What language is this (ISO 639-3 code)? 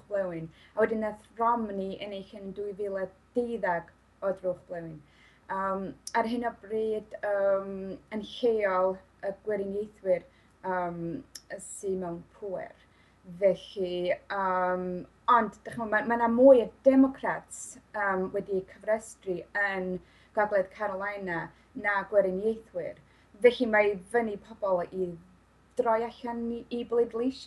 cym